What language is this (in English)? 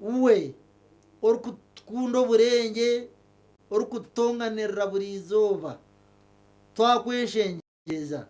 Nyankole